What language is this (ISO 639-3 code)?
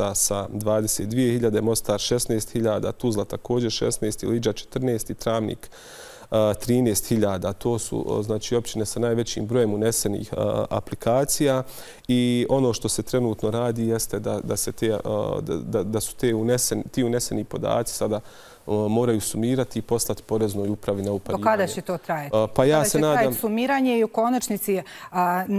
bos